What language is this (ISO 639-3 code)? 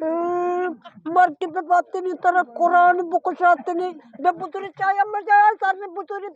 bgp